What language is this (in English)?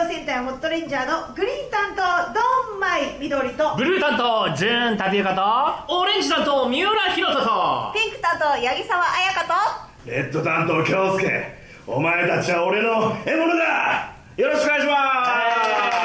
Japanese